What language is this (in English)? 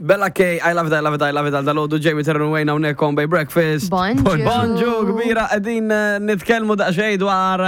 Maltese